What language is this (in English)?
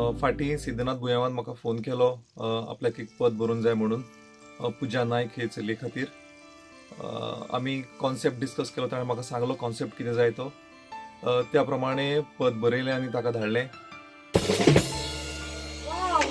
Konkani